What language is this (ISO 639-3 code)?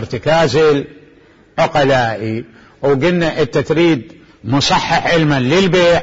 acm